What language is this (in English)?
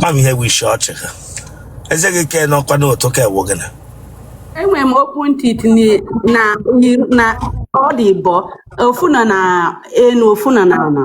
Igbo